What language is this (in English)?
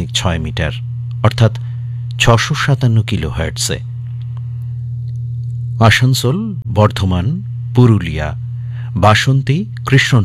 Bangla